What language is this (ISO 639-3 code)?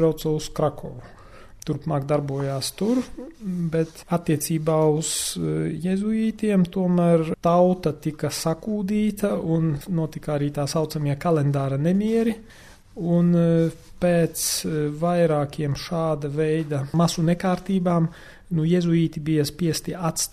lav